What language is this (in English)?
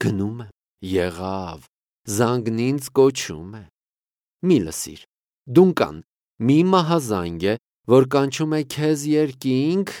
Armenian